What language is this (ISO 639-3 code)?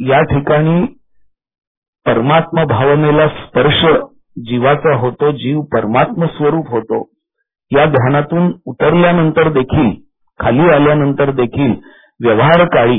mar